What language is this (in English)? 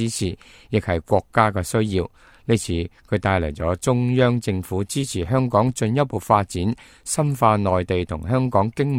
Cantonese